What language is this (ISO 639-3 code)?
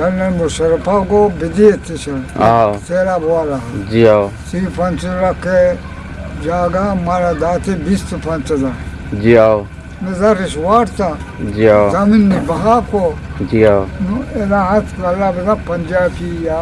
bgp